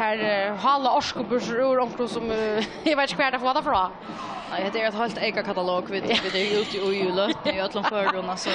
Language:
Faroese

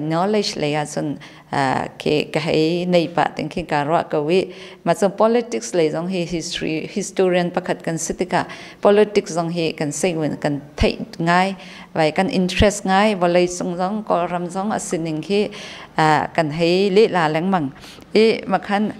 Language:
Hakha Chin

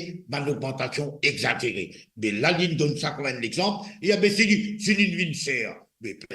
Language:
Morisyen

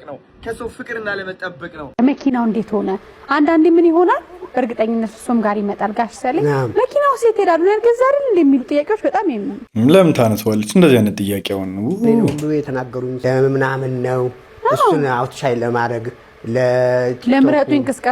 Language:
Amharic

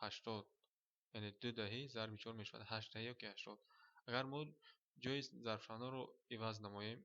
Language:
Tajik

